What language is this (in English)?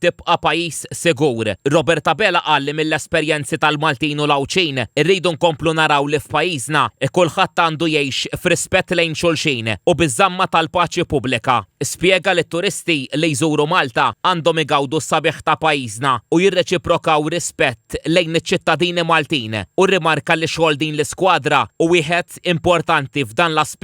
Maltese